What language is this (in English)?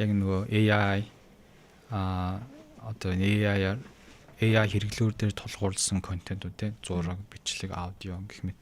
Mongolian